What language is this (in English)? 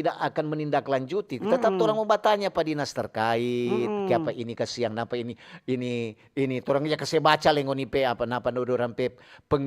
Manado Malay